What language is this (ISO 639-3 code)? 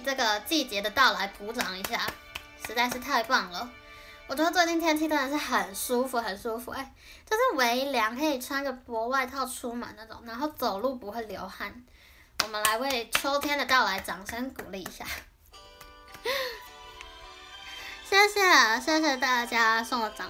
zho